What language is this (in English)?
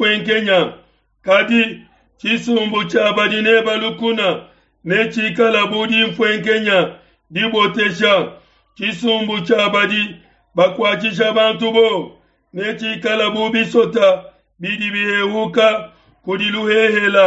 Luba-Lulua